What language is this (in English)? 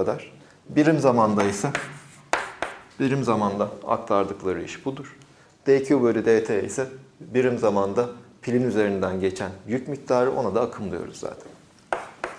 Turkish